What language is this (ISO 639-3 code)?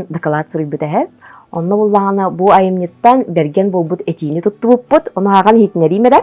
sah